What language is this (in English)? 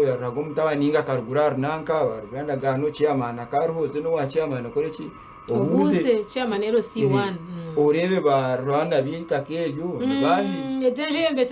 Nyankole